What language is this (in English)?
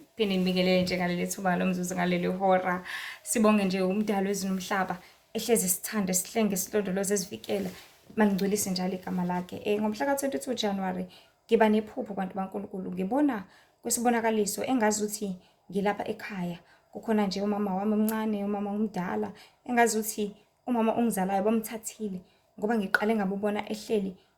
Zulu